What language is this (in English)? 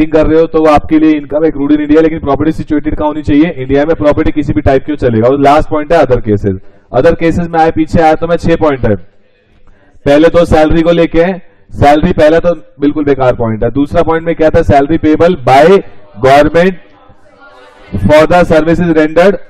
Hindi